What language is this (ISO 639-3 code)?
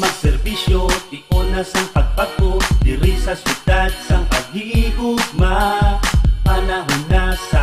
hil